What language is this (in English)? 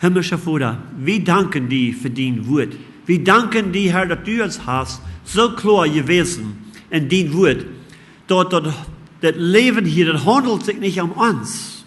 Plautdietsch